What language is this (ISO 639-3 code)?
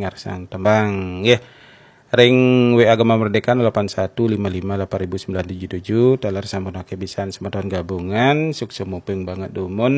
ban